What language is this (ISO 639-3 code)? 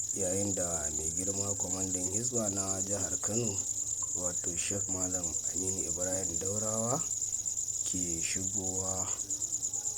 hau